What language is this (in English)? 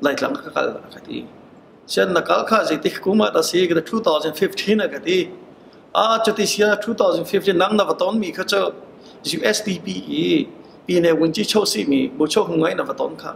Hakha Chin